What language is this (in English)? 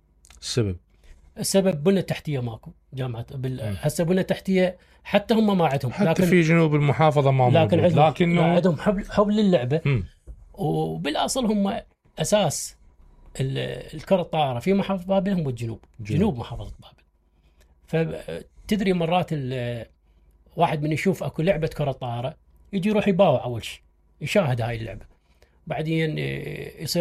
Mesopotamian Arabic